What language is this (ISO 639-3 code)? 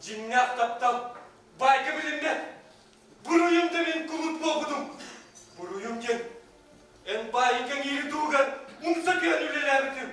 sah